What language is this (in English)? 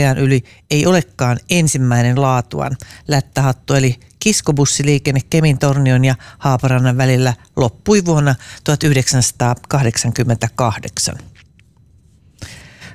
Finnish